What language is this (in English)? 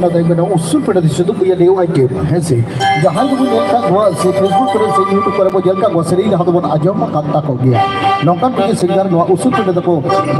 Santali